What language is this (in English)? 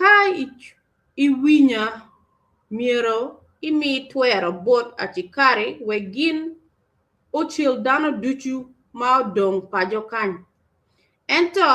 Acoli